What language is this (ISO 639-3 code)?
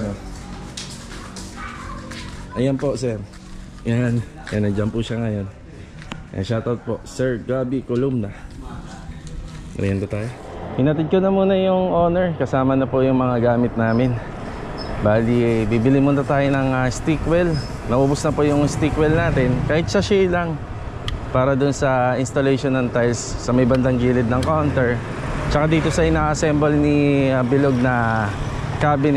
fil